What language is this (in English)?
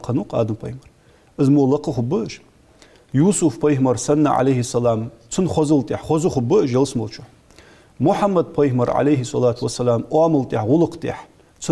Ingush